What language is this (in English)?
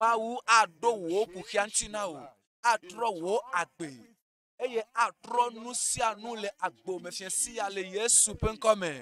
Ewe